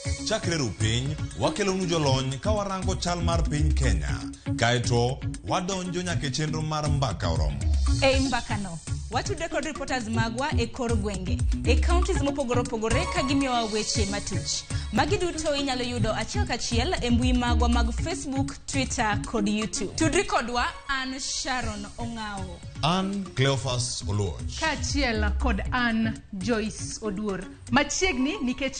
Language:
Luo (Kenya and Tanzania)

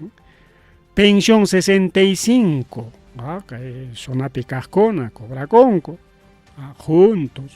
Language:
Ayacucho Quechua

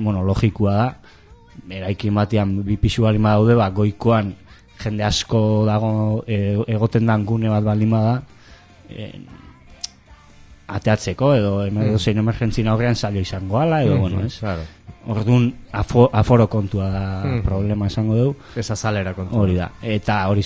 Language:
Basque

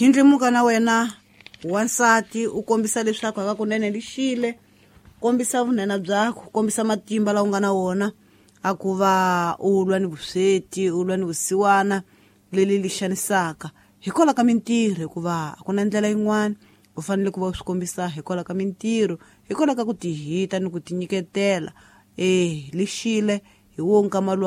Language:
Tsonga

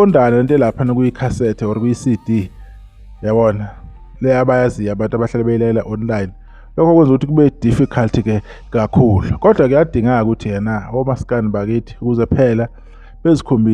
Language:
Zulu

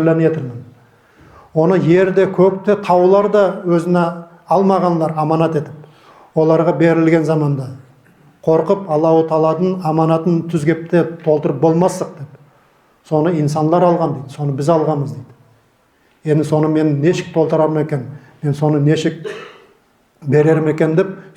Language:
Nogai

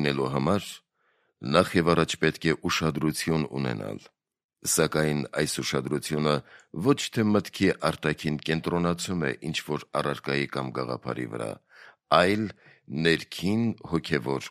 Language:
Armenian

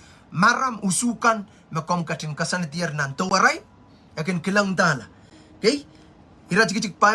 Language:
Pohnpeian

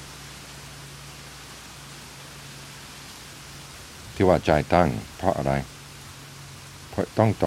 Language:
Thai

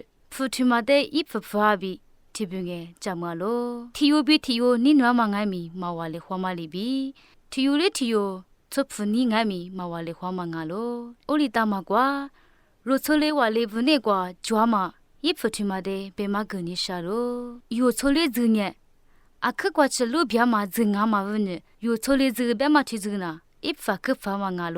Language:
Lisu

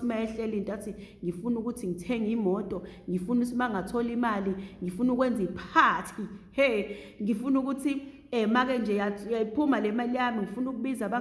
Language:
Zulu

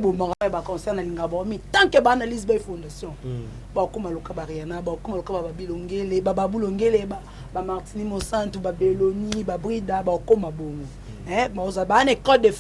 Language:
Lingala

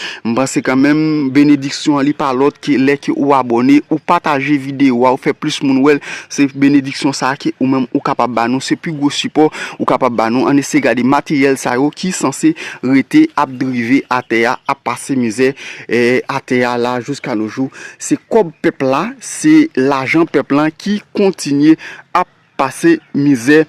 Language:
Haitian Creole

